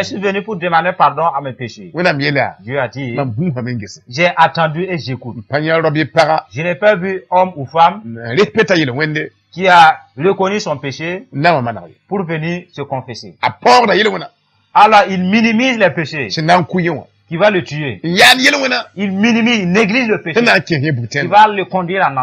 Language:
Mossi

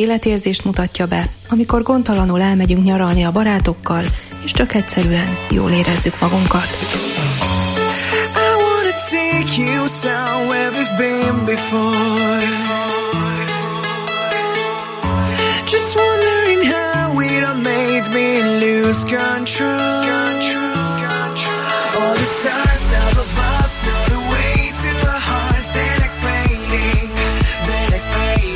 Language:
Hungarian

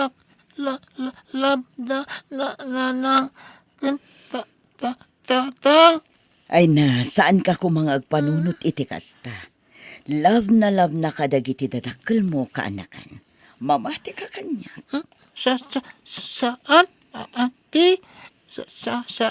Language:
Iloko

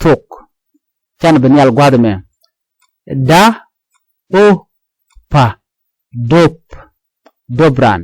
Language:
Nuer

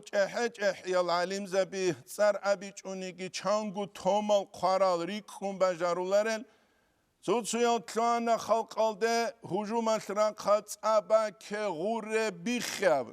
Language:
Avaric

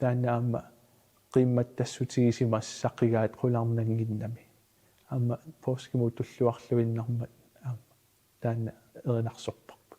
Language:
Kalaallisut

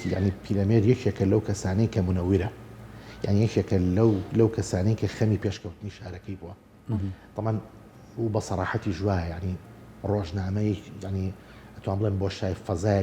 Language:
Central Kurdish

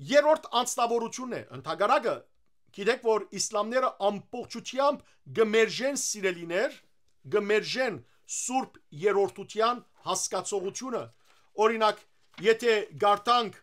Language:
Western Armenian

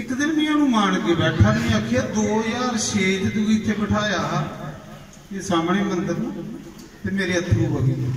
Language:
Dogri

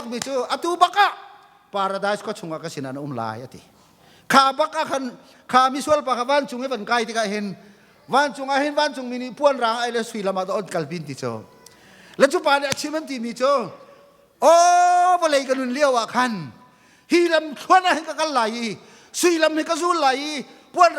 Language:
Hakha Chin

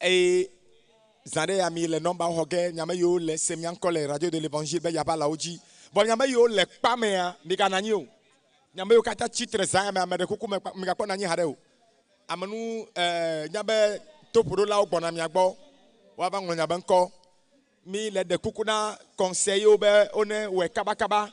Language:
Ewe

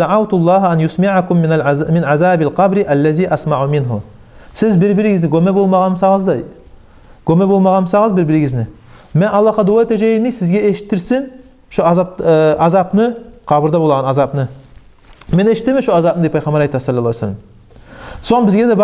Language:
Kumyk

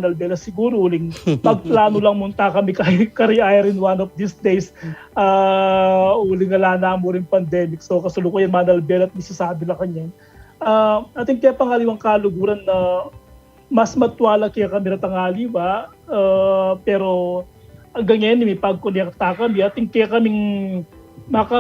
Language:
Pampanga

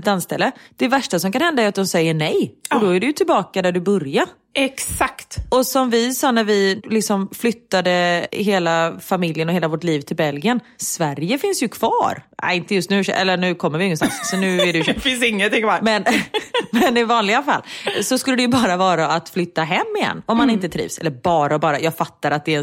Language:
Swedish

